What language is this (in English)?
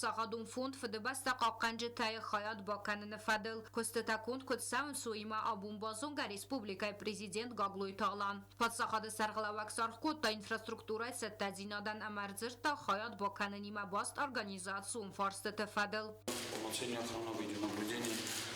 Ossetic